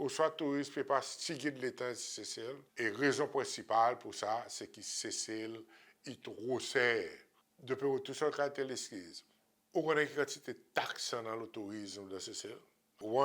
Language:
Seselwa Creole French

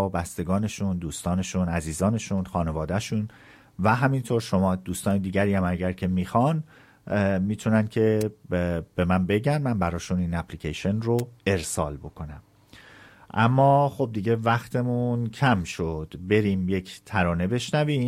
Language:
Persian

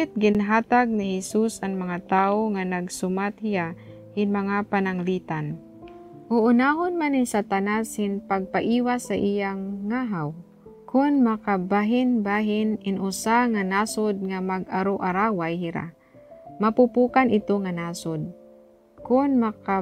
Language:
Waray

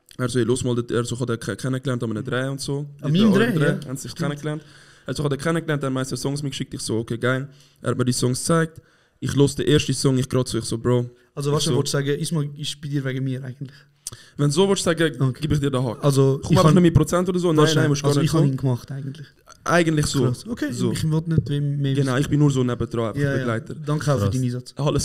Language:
Swiss German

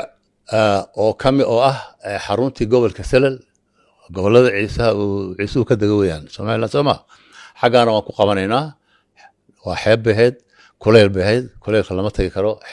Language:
Somali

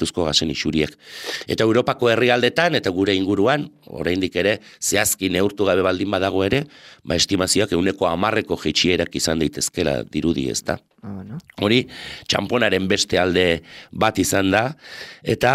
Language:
Basque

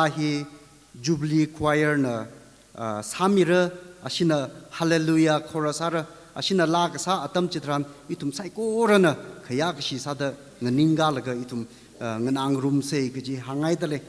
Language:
Tangkhul Naga (India)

